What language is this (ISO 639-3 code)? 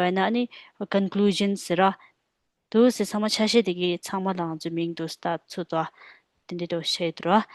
bod